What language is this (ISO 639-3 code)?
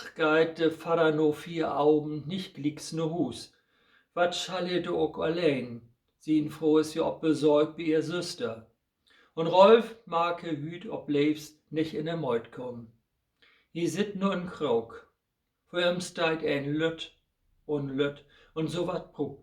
nds